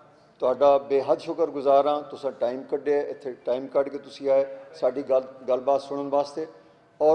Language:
Western Panjabi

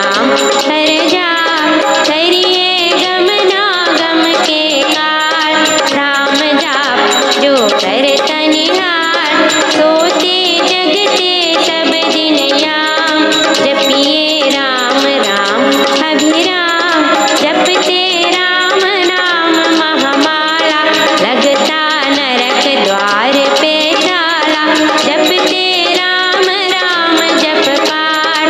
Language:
Hindi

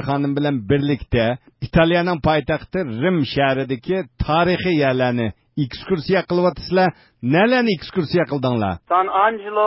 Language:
Uyghur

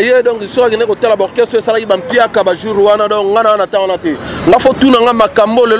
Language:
Lingala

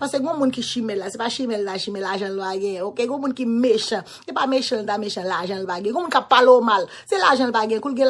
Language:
Haitian Creole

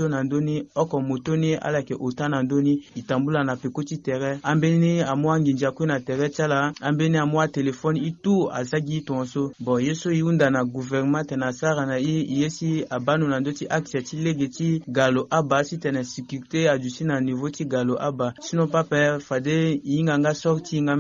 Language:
Sango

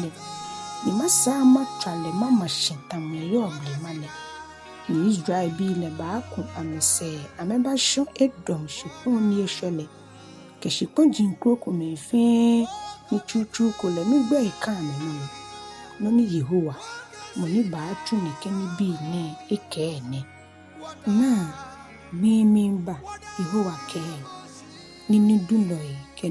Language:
Ga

